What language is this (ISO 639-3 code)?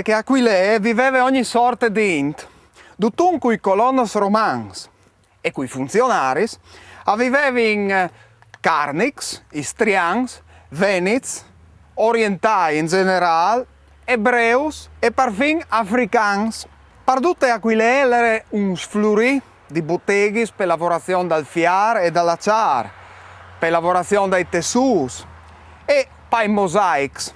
fur